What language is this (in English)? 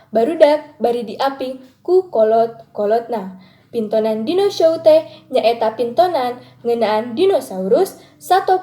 Sundanese